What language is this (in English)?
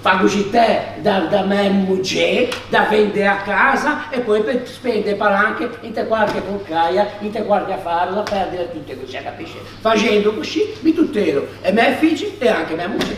Ligurian